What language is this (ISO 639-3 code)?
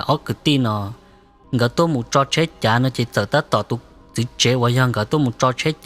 hmn